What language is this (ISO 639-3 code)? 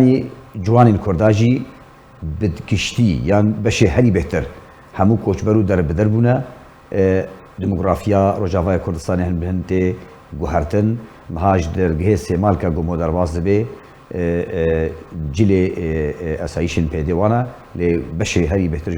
kur